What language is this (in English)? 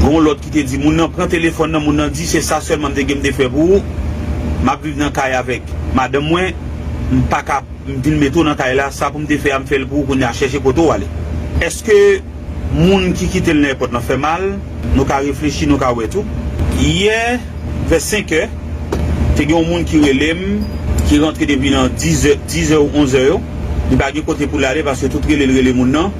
Haitian Creole